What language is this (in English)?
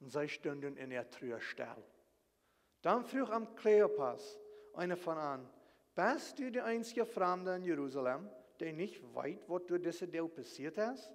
Plautdietsch